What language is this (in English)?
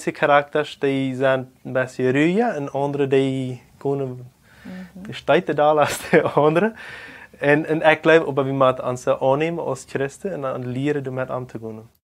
Plautdietsch